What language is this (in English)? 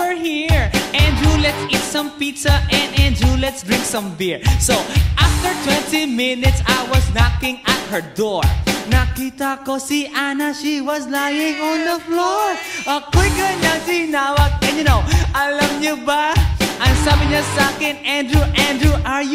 Filipino